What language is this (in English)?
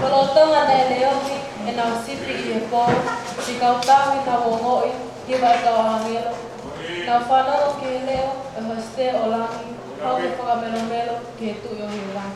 Tongan